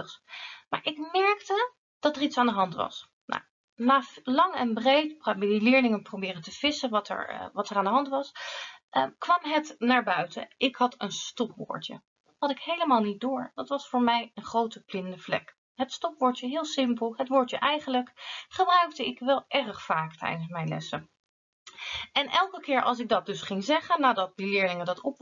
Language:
Dutch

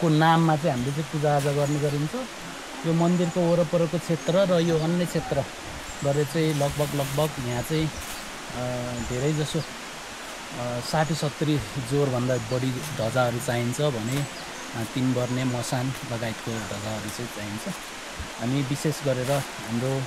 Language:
Nepali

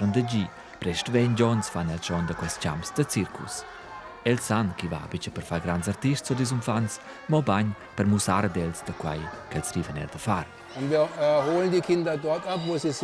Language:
Romansh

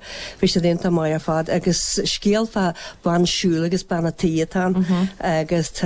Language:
Irish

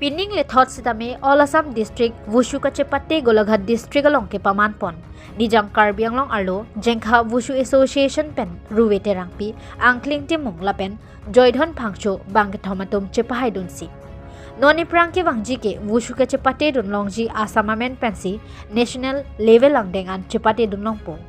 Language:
Karbi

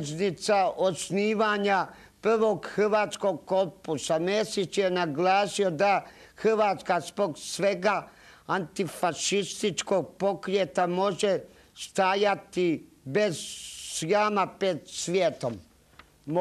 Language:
Croatian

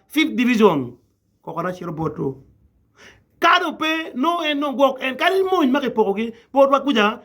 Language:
Acoli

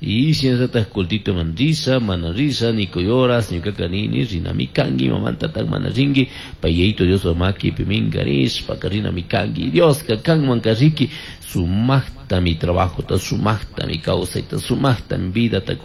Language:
Chimborazo Highland Quichua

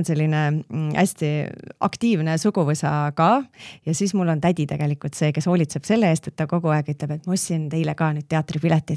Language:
Estonian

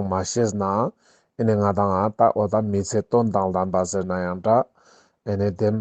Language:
Ladakhi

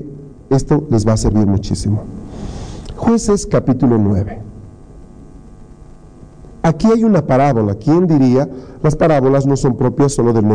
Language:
Spanish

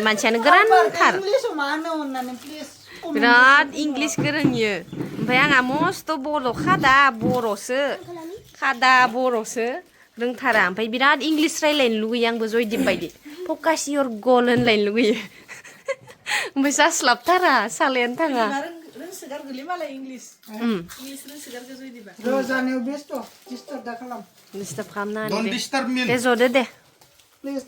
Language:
Bodo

